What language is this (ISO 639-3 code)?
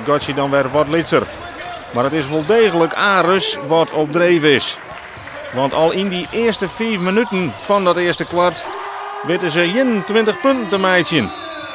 fry